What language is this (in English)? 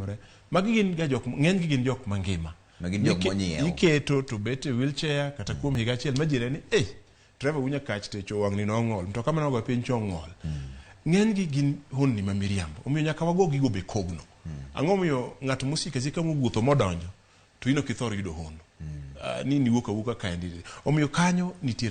Luo (Kenya and Tanzania)